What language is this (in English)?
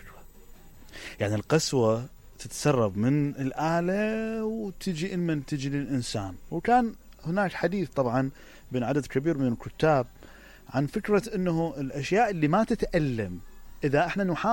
Mesopotamian Arabic